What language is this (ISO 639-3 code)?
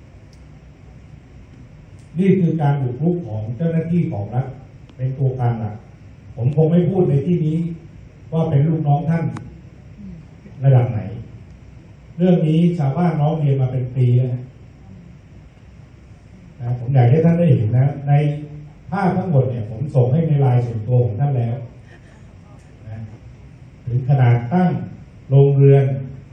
tha